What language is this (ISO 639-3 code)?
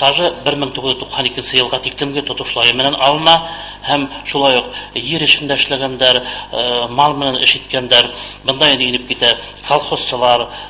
bak